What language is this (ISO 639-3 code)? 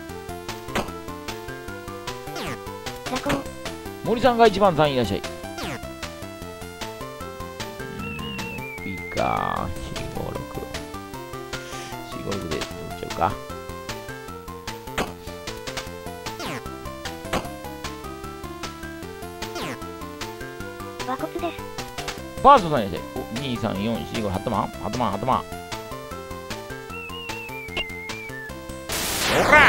jpn